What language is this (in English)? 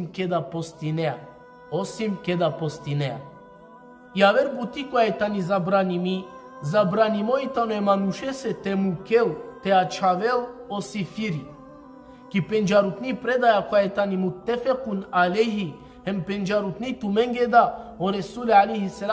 Balkan Romani